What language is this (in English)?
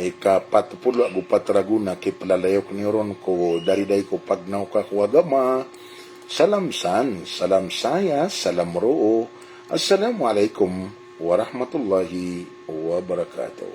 Maranao